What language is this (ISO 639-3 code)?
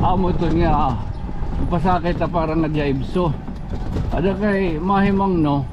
war